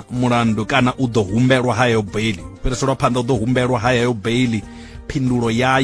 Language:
Venda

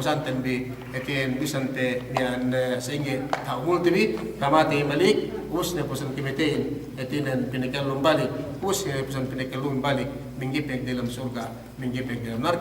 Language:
Yakan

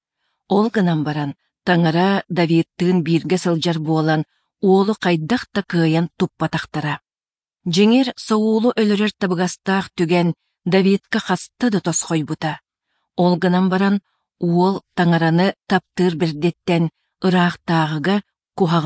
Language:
Yakut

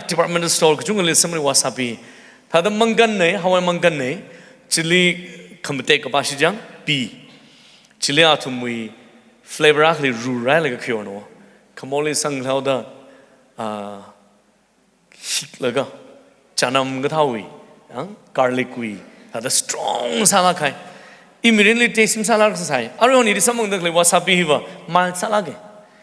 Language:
Tangkhul Naga (India)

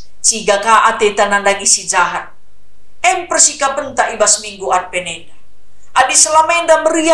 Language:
Batak Karo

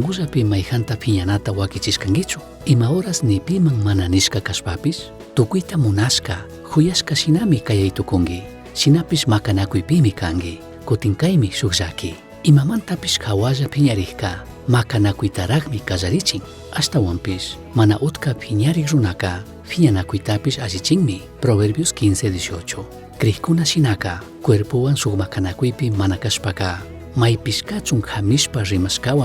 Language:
Chimborazo Highland Quichua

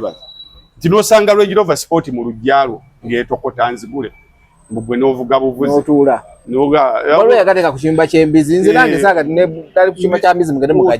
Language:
Ganda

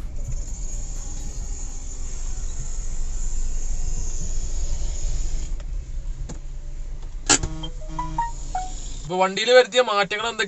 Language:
Malayalam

